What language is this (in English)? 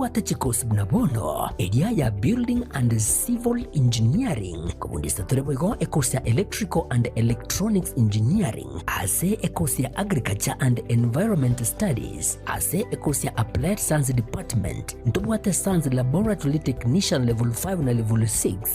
Gusii